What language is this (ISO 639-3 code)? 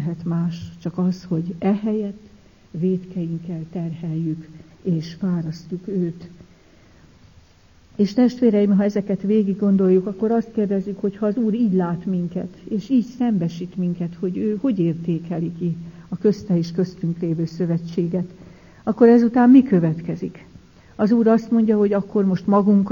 hun